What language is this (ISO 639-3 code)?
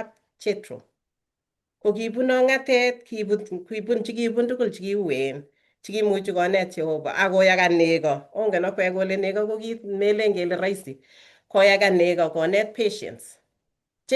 kln